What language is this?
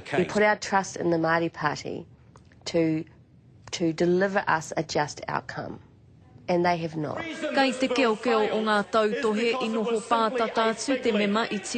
Māori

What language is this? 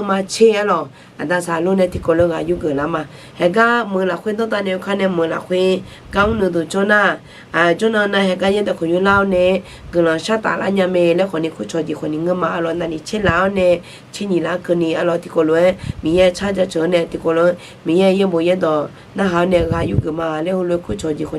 Akha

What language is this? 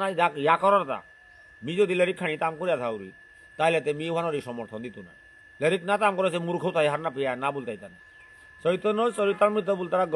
Bishnupriya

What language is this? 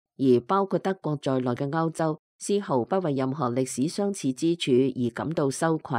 Cantonese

